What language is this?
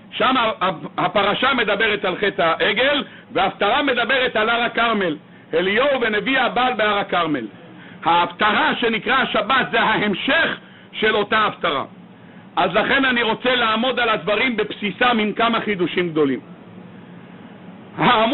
Hebrew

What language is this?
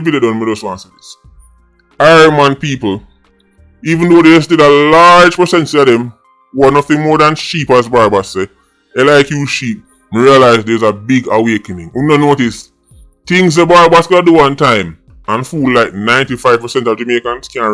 Jamaican Creole English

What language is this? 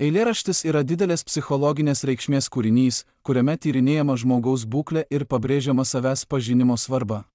Lithuanian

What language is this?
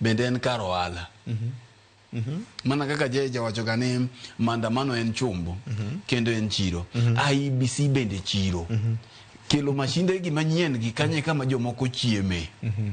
Luo (Kenya and Tanzania)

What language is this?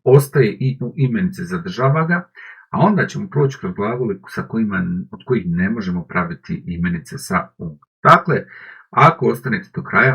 Bosnian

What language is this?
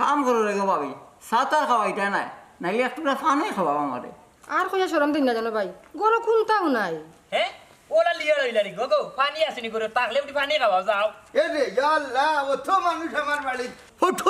Sylheti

